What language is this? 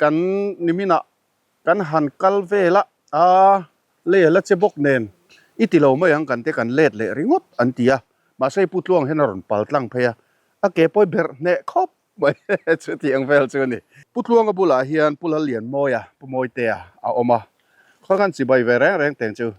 Mizo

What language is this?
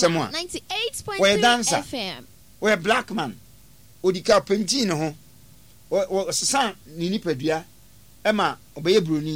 Akan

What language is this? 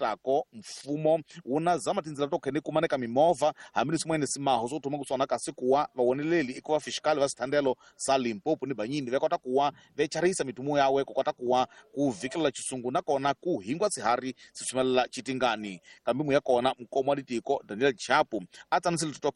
Tsonga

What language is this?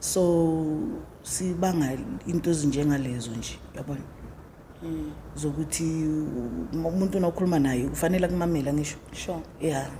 Zulu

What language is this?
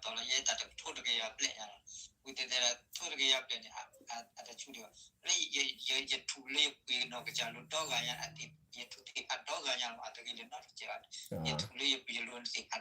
S'gaw Karen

